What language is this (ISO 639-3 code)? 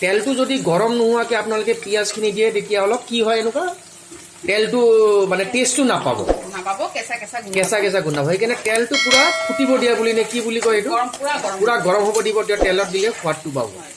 asm